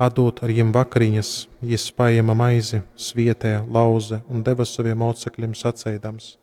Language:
Latgalian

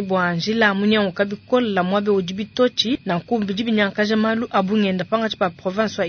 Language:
Luba-Lulua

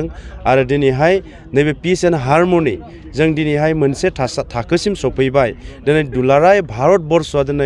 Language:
Bodo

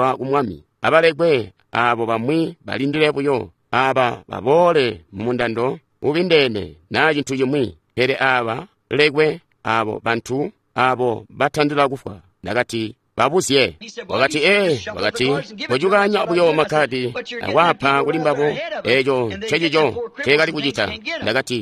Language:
Tonga (Zambia)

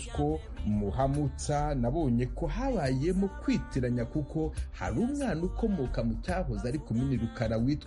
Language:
Kinyarwanda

